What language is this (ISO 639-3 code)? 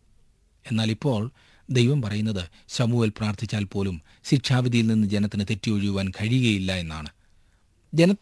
mal